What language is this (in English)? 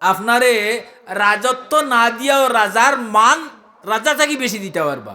Sylheti